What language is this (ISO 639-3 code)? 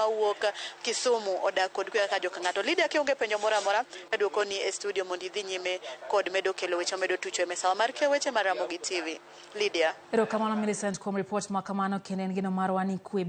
luo